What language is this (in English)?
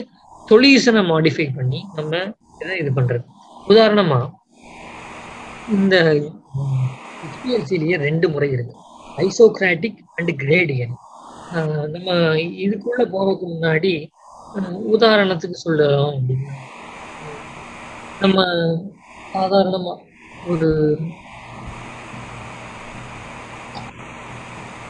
Tamil